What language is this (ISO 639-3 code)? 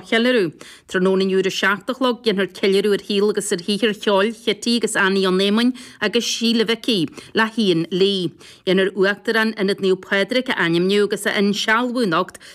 gle